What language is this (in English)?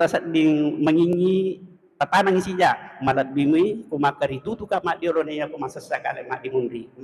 Buginese